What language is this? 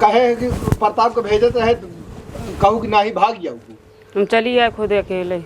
Awadhi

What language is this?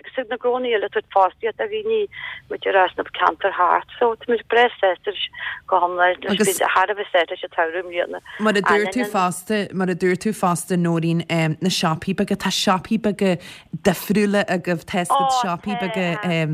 Irish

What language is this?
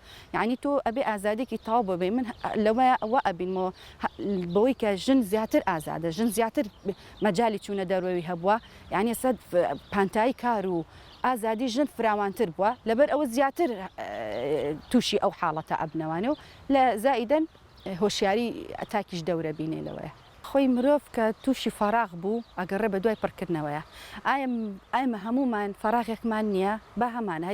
Central Kurdish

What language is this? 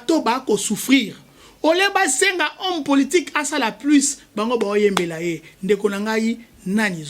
Lingala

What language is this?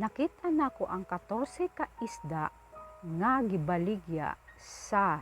Cebuano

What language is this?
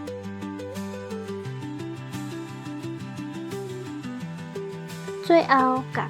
Min Nan Chinese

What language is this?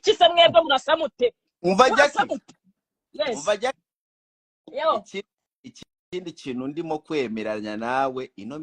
Kinyarwanda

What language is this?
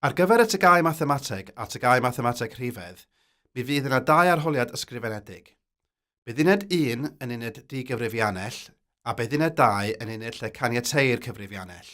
Welsh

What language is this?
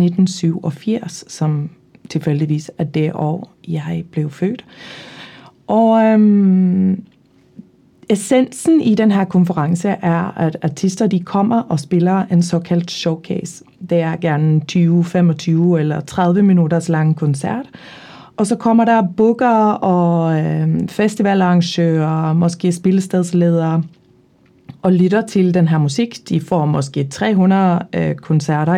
Danish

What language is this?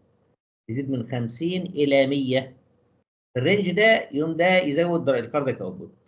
Egyptian Arabic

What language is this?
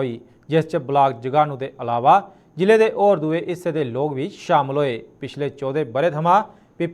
Dogri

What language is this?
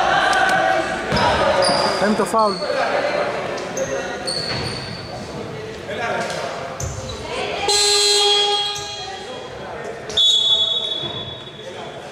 Greek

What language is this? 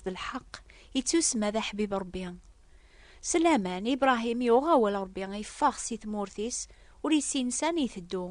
Kabyle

